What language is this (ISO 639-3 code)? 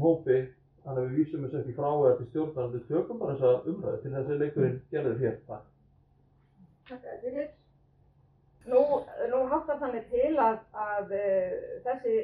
isl